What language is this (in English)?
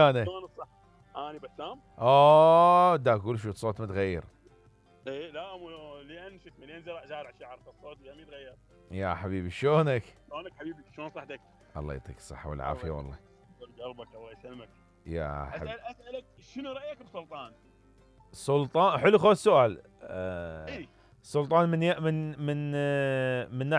Mesopotamian Arabic